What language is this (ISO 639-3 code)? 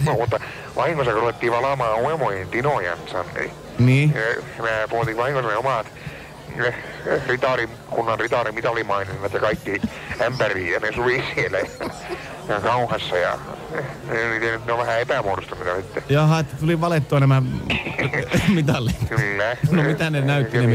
fin